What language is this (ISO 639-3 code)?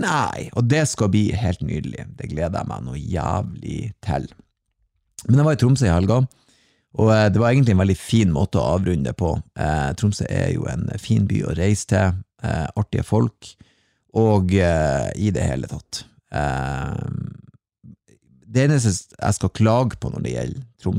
nor